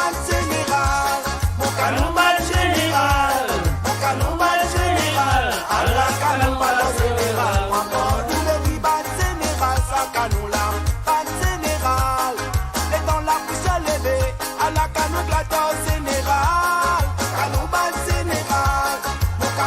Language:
Morisyen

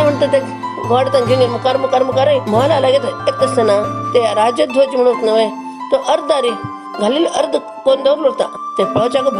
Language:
Konkani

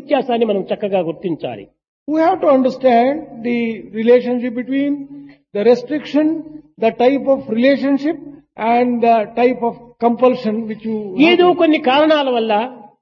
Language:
Telugu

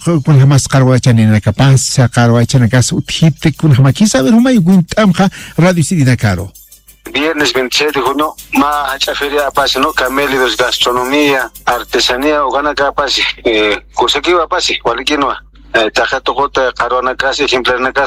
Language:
Aymara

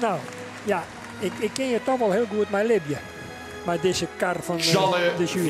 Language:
Western Frisian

